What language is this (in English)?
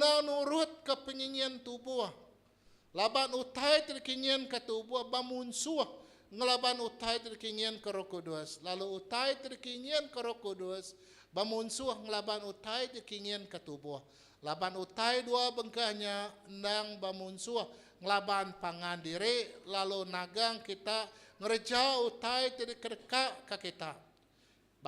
Iban